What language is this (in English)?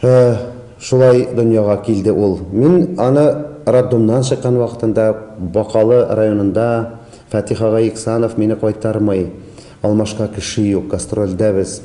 Tatar